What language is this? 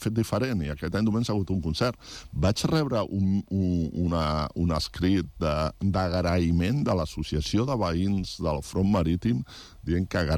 Catalan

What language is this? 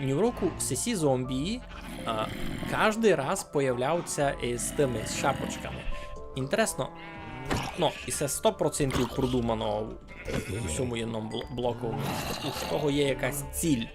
Rusyn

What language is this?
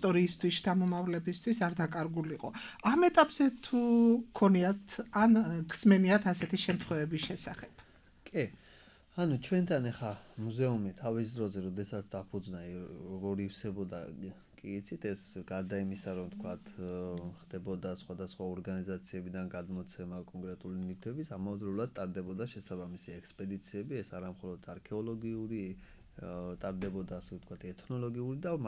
Georgian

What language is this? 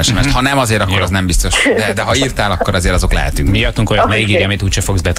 Hungarian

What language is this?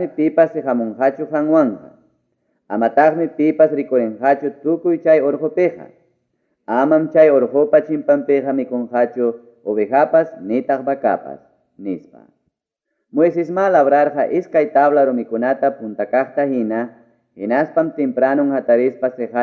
Ayacucho Quechua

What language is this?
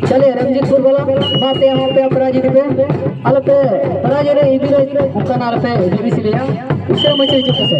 Santali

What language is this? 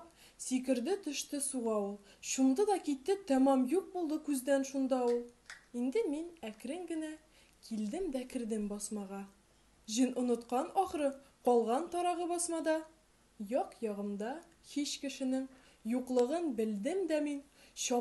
Tatar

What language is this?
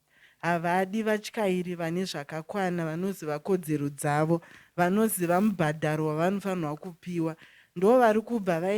Shona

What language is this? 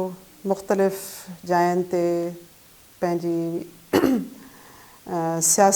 Sindhi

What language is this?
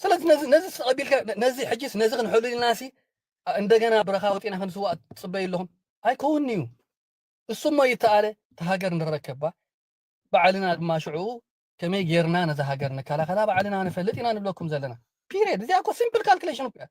Tigrinya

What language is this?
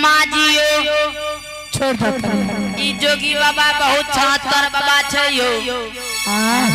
Angika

